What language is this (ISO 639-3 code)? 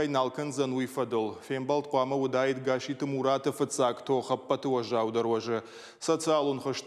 oss